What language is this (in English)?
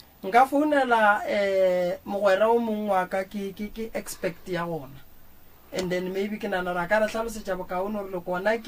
Northern Sotho